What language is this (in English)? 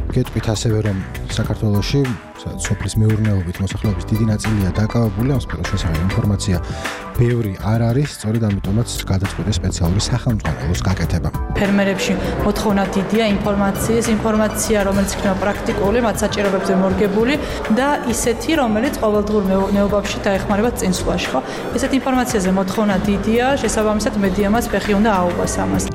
Georgian